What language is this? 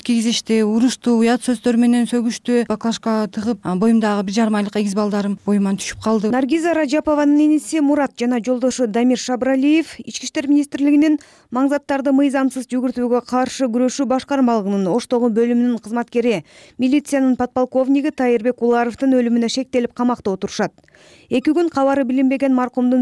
Kyrgyz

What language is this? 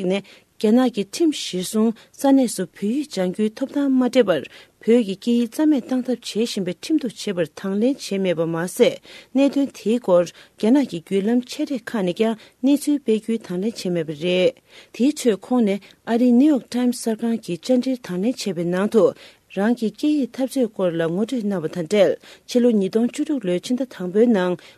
Tibetan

